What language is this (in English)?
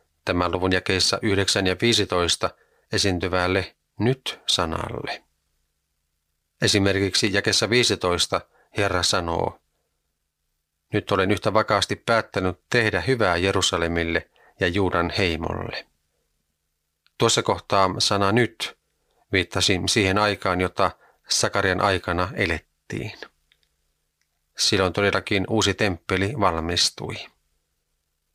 Finnish